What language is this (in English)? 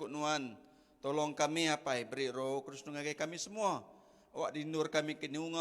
Iban